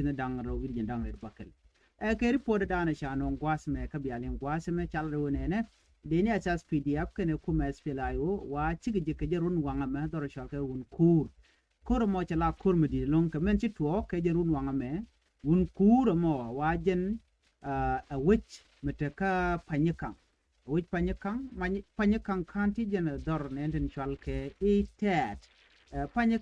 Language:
Nuer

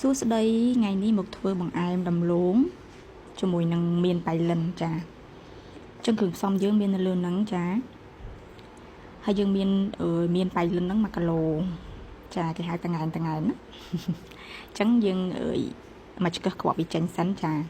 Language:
Khmer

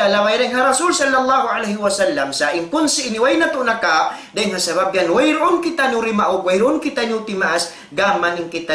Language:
Tausug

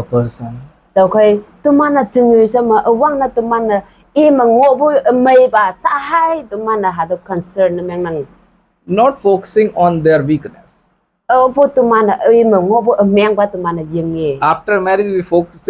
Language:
Konyak Naga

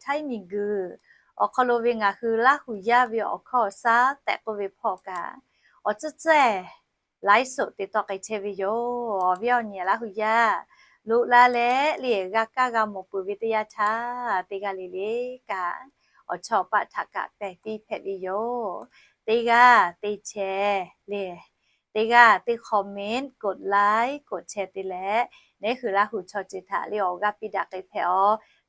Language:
Lahu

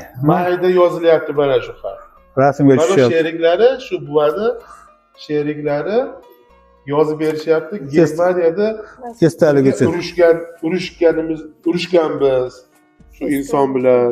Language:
Uzbek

